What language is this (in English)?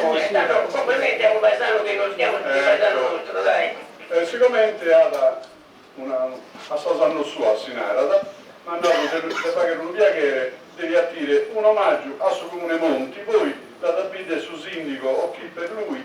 Sardinian